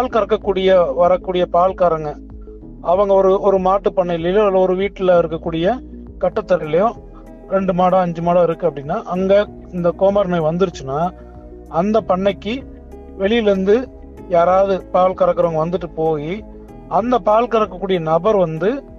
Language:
Tamil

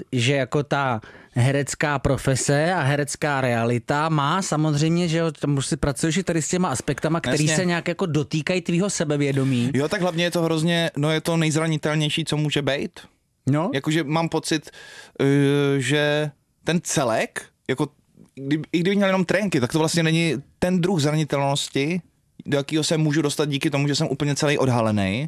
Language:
Czech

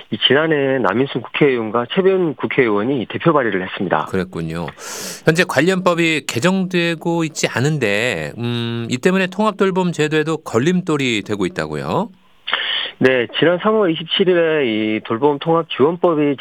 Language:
Korean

